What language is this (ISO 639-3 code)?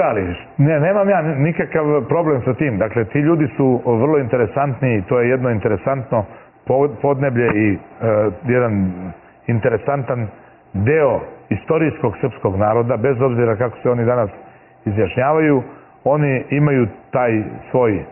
srp